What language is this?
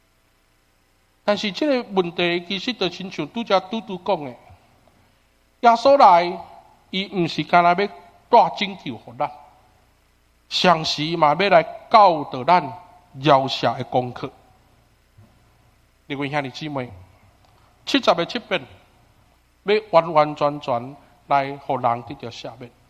Min Nan Chinese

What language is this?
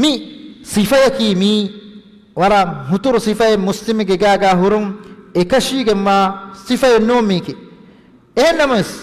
Divehi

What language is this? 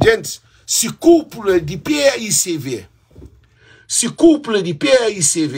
Kabuverdianu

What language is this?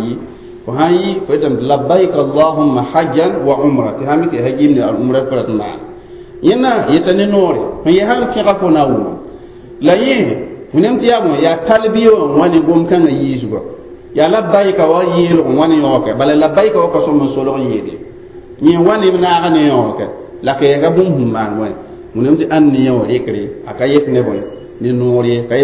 Mossi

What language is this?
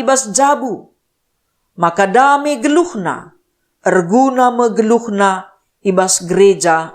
Batak Karo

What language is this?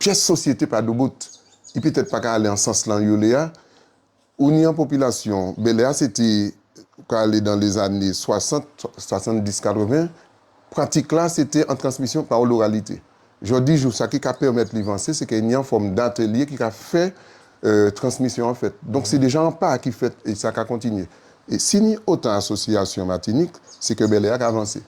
Guadeloupean Creole French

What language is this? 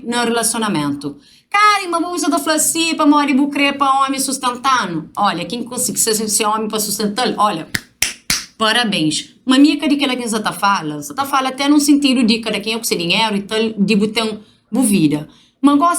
Kabuverdianu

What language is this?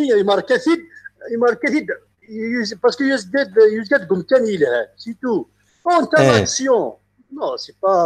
Kabyle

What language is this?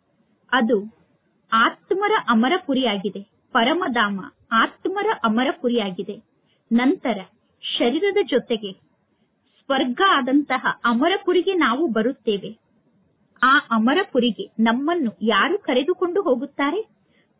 Kannada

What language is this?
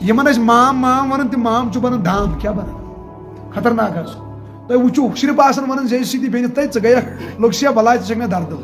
Kashmiri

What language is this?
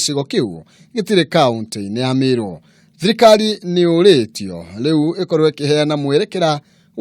Kikuyu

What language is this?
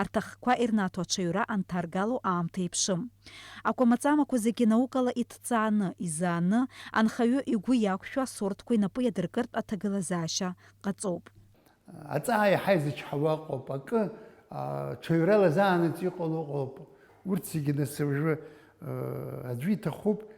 Abkhazian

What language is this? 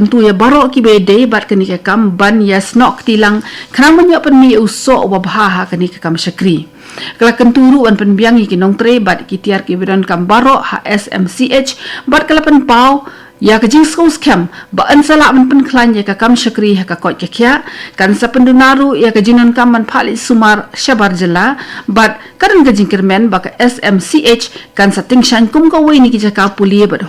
Khasi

